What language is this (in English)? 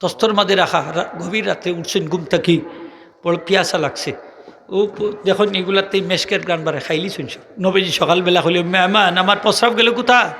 Sylheti